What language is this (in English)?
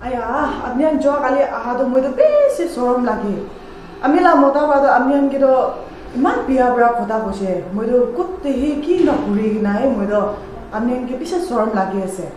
Naga Pidgin